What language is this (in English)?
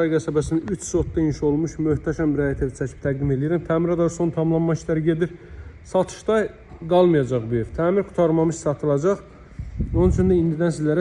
Azerbaijani